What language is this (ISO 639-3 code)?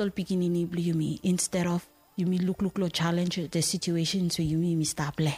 bis